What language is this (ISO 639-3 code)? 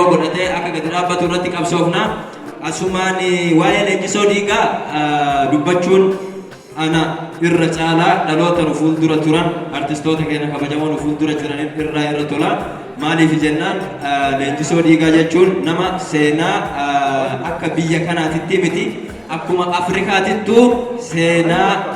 orm